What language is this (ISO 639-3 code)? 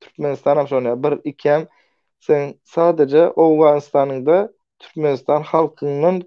tuk